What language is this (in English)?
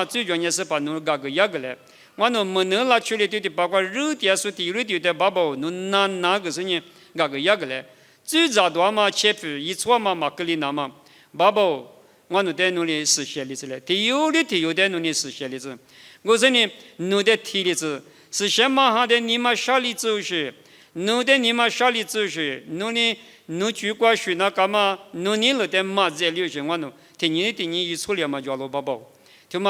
Lisu